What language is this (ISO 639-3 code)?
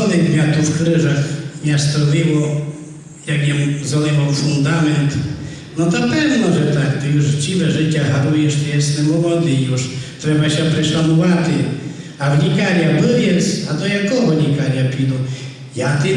rue